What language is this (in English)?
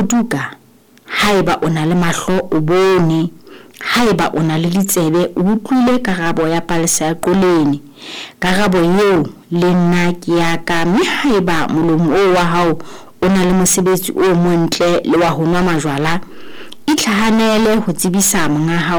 Southern Sotho